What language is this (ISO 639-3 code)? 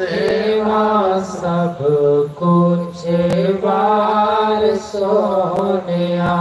doi